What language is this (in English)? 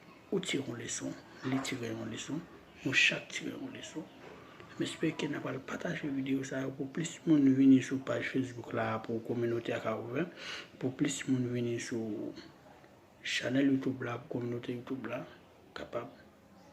Haitian Creole